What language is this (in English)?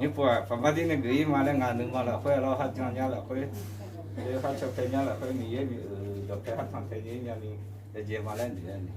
Akha